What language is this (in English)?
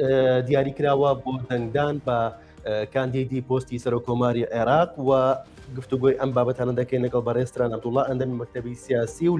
Central Kurdish